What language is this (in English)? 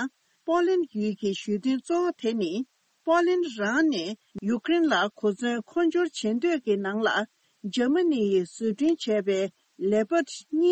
Tibetan